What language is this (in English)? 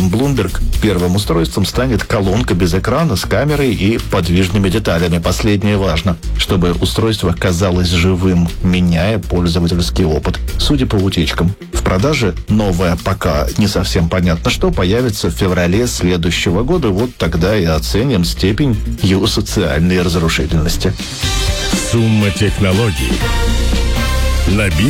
Russian